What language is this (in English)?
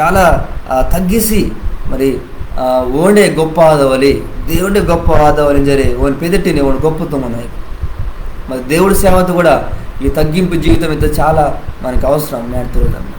Koya